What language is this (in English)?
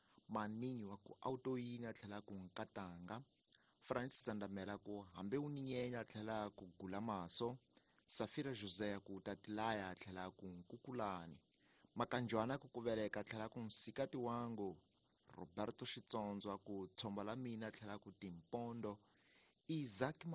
Tsonga